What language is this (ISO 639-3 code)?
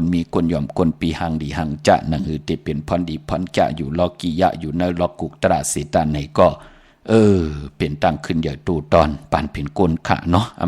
shn